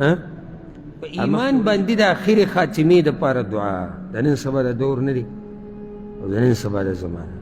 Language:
Pashto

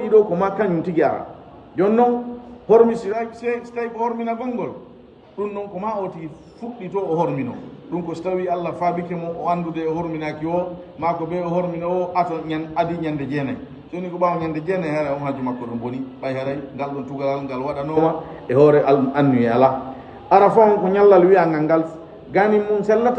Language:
Fula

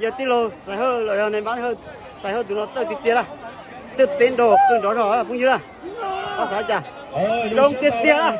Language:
Hmong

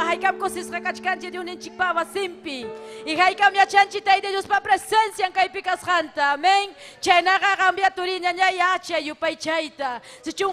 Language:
Ayacucho Quechua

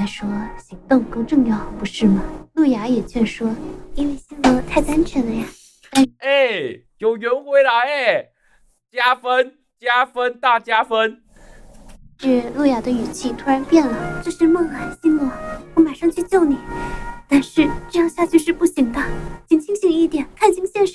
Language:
Chinese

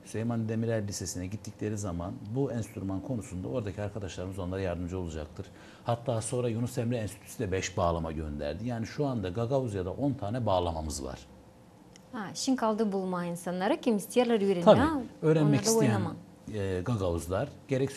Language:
Gagauz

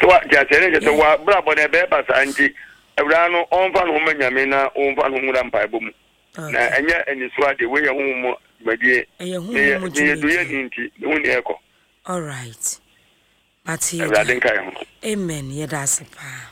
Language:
Akan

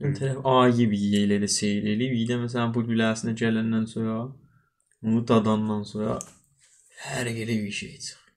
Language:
South Azerbaijani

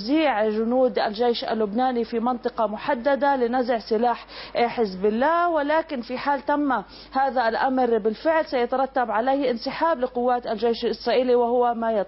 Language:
Arabic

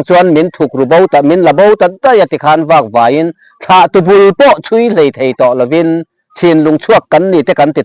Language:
Mizo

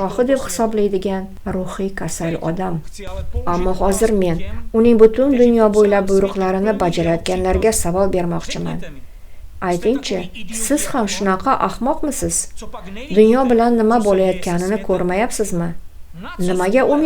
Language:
Uzbek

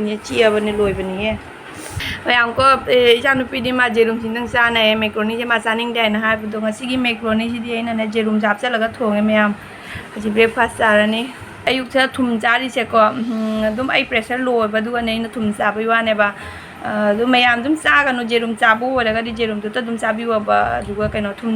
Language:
Manipuri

